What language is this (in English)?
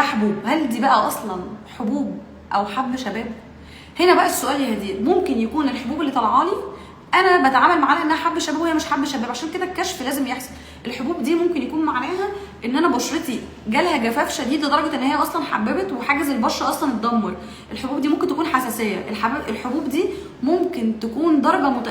Egyptian Arabic